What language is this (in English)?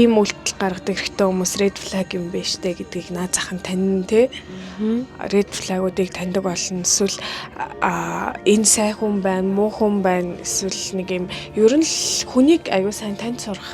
Mongolian